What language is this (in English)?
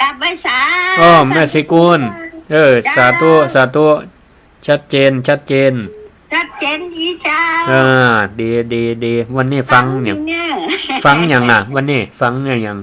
Northern Thai